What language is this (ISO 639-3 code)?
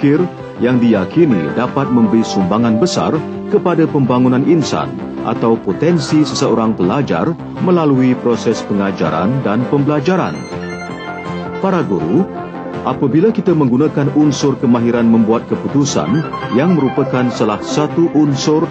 msa